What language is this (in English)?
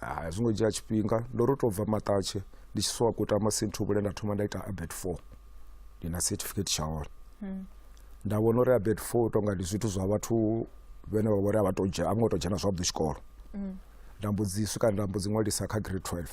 Venda